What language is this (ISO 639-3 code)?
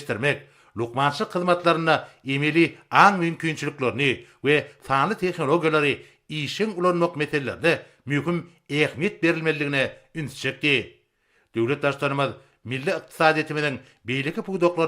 tuk